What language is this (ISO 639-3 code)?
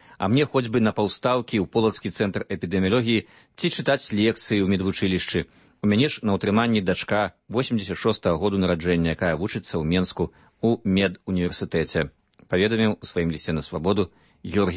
bel